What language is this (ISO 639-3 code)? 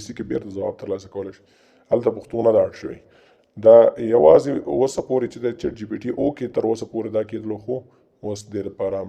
pus